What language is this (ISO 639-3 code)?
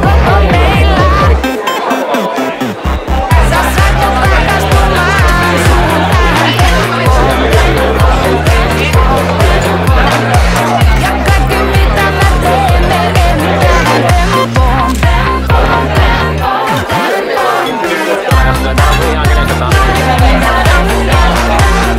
fin